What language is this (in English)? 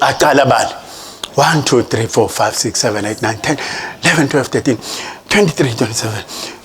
Swati